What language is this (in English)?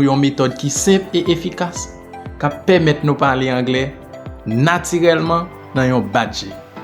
Haitian Creole